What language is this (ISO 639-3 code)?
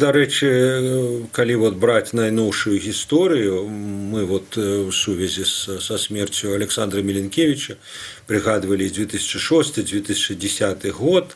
bel